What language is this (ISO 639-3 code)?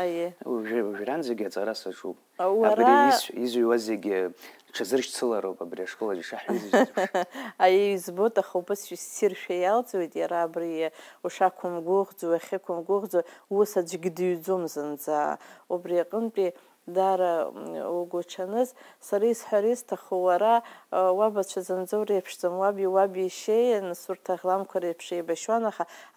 abk